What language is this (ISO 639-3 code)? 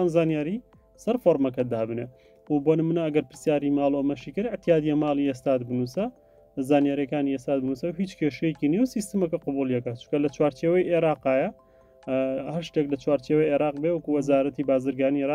ckb